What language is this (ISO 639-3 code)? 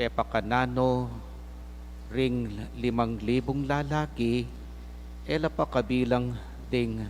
pam